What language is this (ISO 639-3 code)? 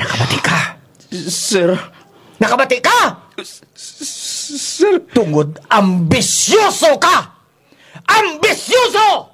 krj